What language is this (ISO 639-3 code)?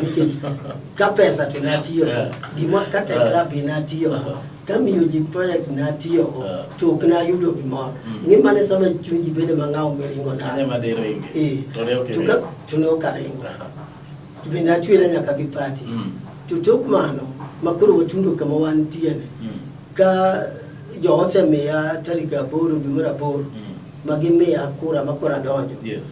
luo